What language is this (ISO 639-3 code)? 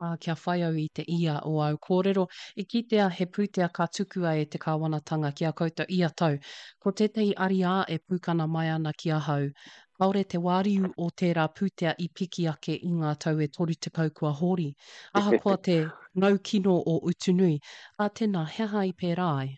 mri